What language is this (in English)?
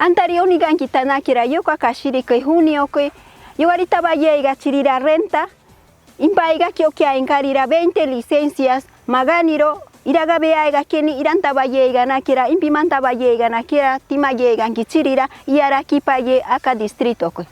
Machiguenga